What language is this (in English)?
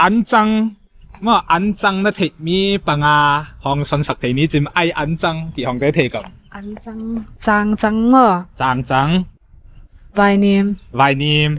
Ngawn Chin